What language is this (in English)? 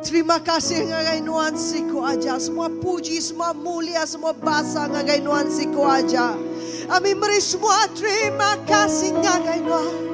Iban